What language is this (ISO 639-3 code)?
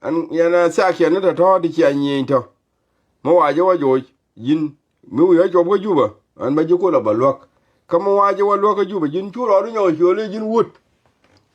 nus